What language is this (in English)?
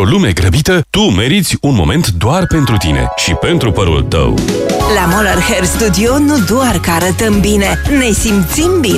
Romanian